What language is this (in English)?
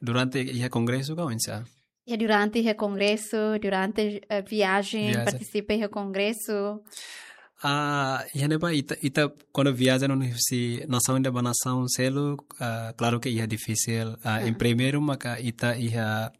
Tetum